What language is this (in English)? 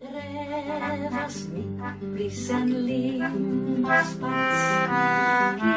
Esperanto